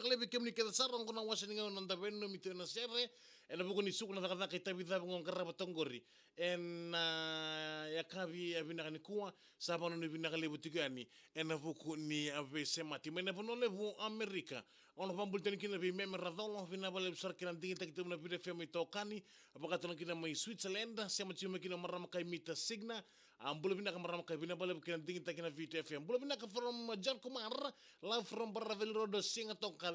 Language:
Fijian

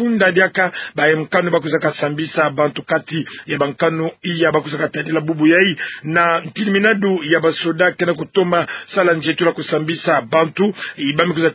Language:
Kituba (Democratic Republic of Congo)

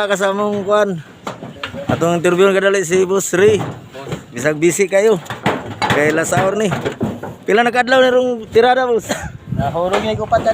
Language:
Cebuano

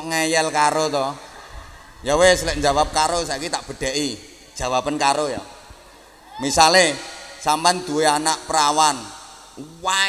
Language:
Javanese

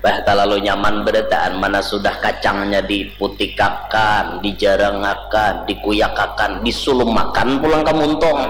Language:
Banjar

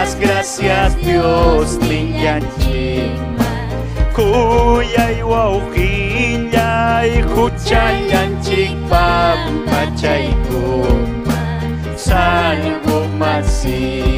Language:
Ayacucho Quechua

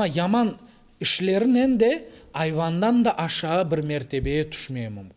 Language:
Crimean Tatar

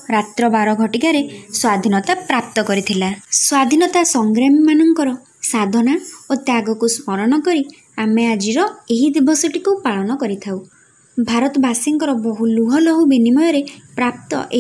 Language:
Odia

